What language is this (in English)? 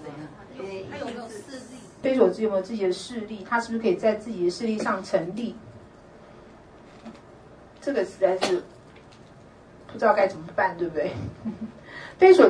Chinese